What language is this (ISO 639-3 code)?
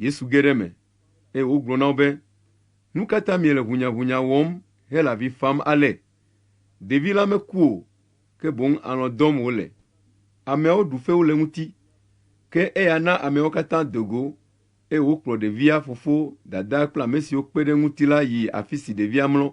ewe